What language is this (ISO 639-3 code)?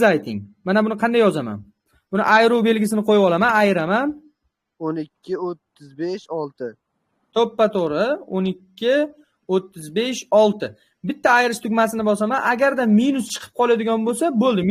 uzb